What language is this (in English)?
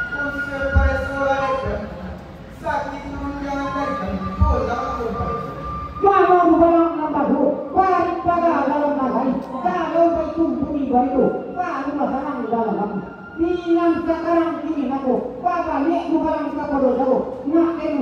Minangkabau